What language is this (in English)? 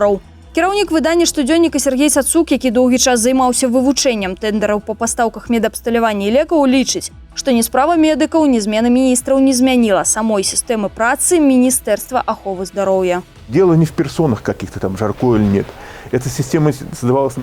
Belarusian